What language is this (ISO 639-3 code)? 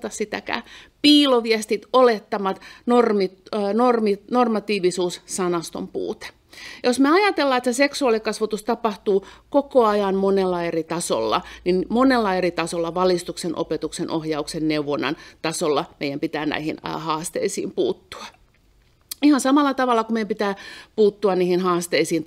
fin